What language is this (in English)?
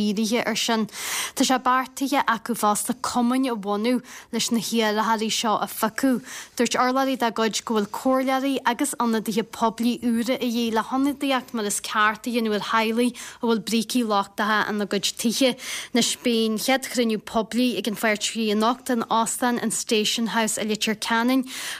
Irish